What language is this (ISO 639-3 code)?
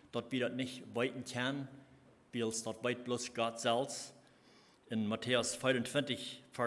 pdt